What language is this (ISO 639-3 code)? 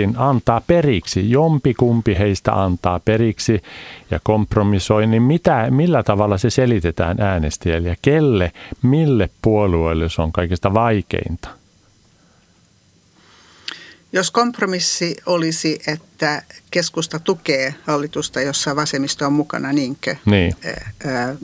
fin